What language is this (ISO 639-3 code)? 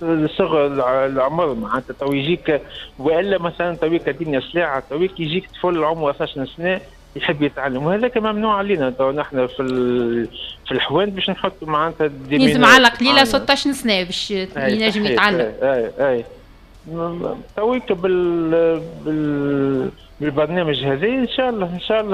aeb